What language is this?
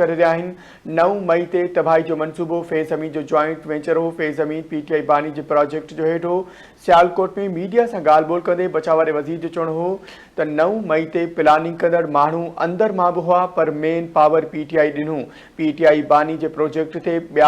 Sindhi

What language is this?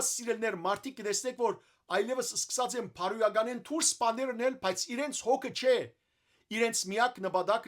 Western Armenian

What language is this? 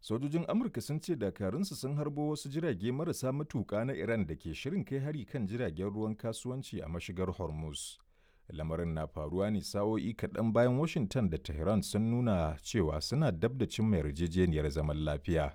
Hausa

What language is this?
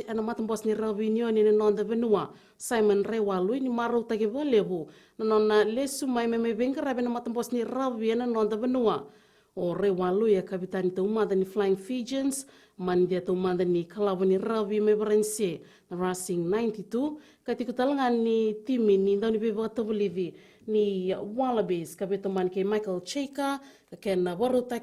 Fijian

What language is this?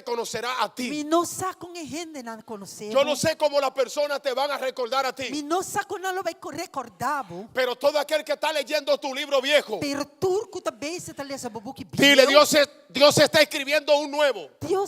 Papiamento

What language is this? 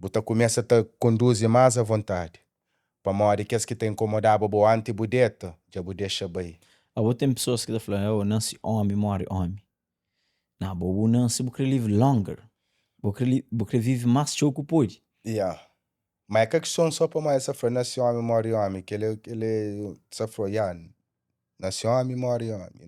Kabuverdianu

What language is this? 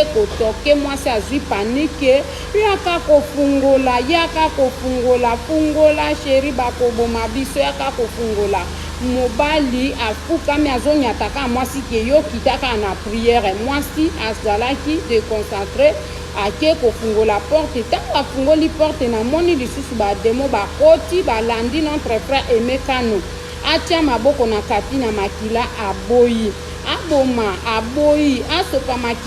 Lingala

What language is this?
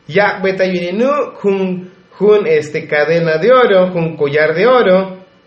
Tzotzil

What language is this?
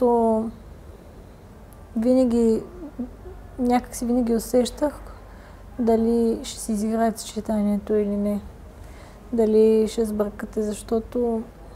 Bulgarian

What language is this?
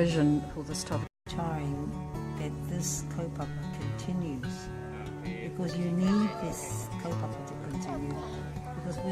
Māori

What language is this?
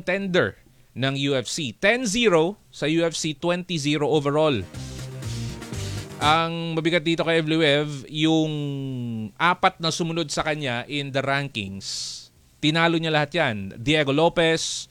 Filipino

